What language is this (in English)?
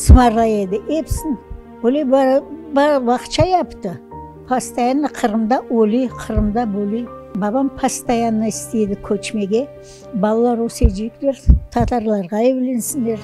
Crimean Tatar